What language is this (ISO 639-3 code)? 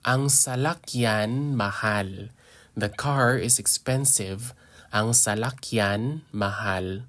hil